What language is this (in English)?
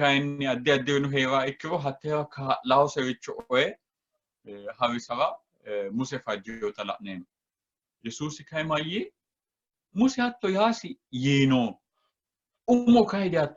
Sidamo